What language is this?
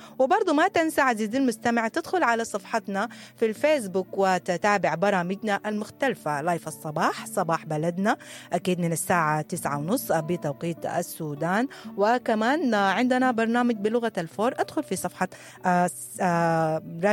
Sudanese Arabic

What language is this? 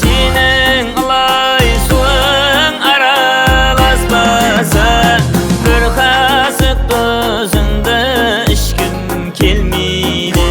Kara-Kalpak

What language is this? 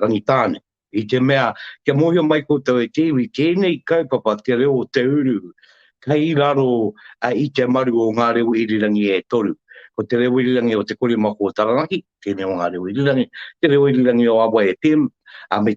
Māori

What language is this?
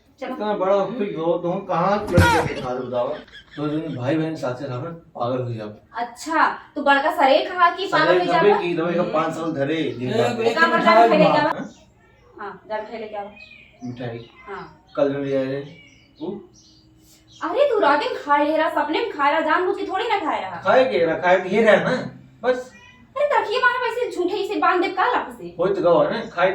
Awadhi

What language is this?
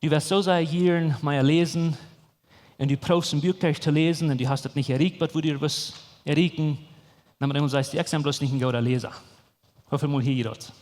Plautdietsch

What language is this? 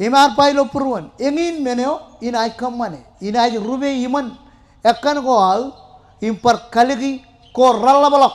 Marshallese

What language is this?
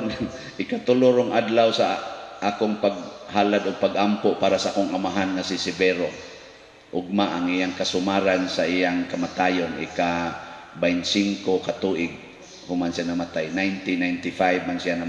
Cebuano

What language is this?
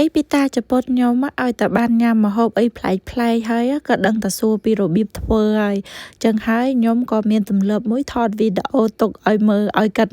Khmer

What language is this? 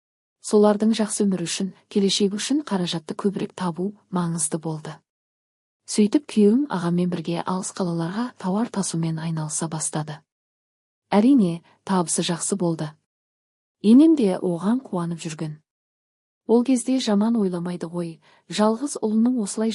Kazakh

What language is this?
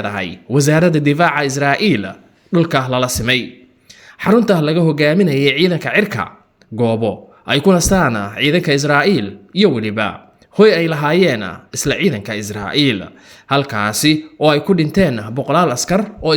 Somali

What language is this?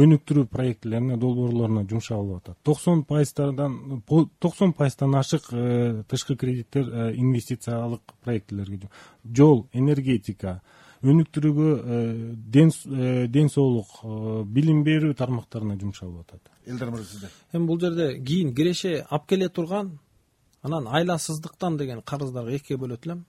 Kyrgyz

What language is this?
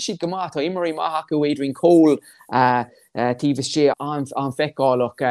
Irish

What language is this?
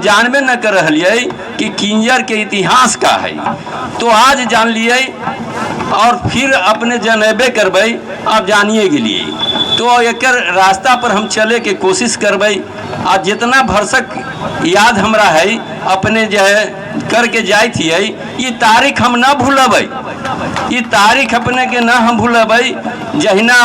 Magahi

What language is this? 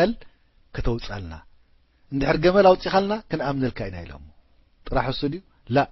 Tigrinya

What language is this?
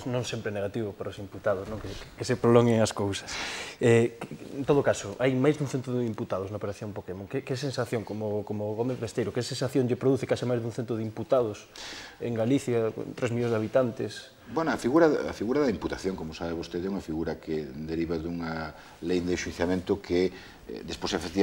Galician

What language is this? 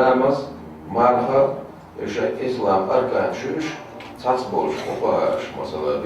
Chechen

